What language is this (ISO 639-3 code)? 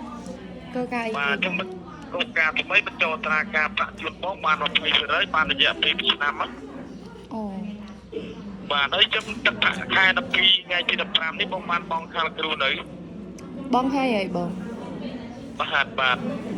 khm